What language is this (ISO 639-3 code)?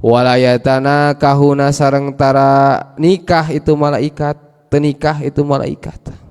sun